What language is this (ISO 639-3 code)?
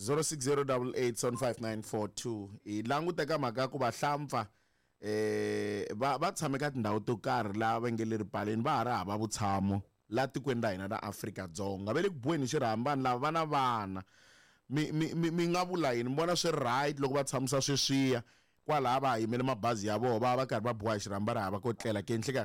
tso